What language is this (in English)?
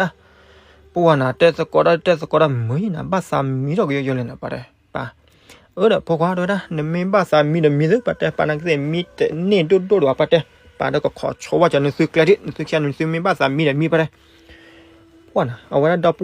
S'gaw Karen